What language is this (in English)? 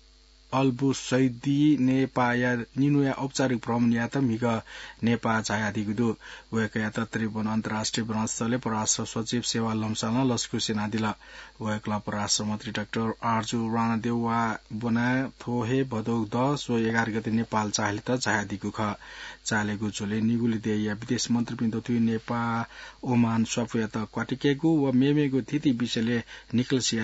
Newari